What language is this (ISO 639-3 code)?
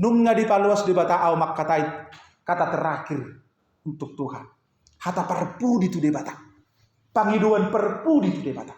bbc